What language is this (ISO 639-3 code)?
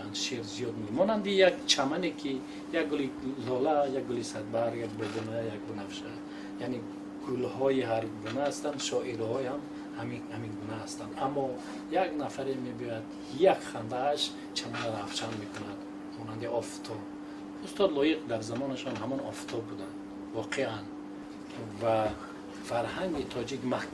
tgk